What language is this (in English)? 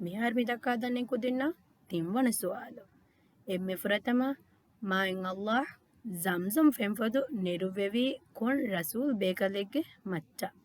Divehi